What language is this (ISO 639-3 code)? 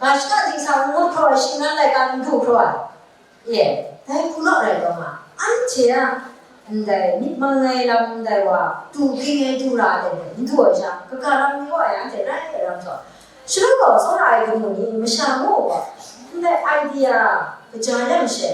kac